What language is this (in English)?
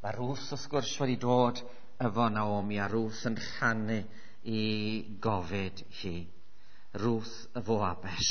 Welsh